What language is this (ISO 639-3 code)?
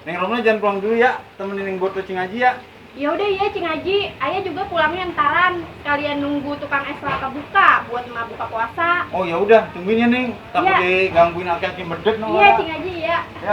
bew